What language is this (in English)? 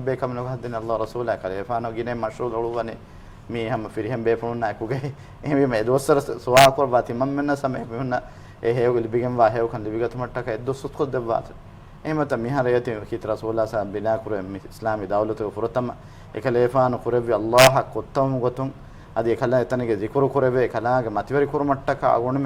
Divehi